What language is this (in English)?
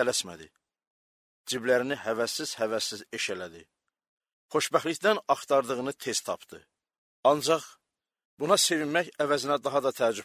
Azerbaijani